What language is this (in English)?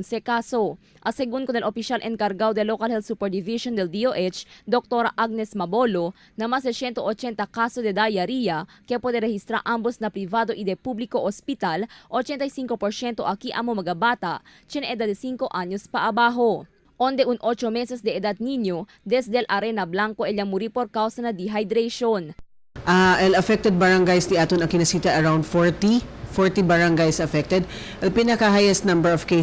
Chavacano